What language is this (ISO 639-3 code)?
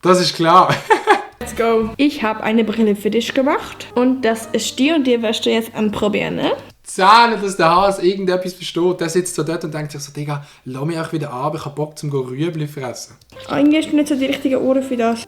gsw